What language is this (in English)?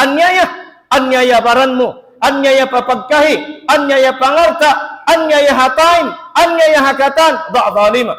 Tausug